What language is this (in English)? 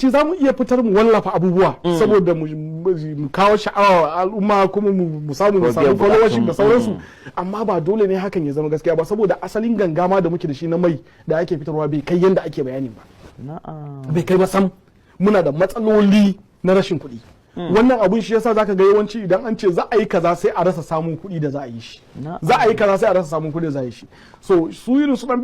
Hausa